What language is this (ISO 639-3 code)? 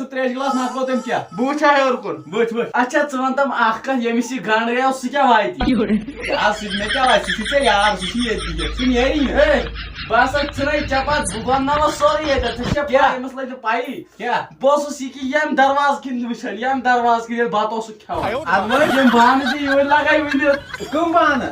kas